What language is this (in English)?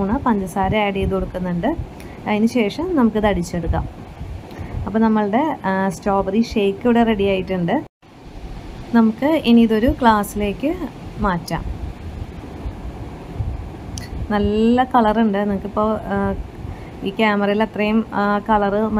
Malayalam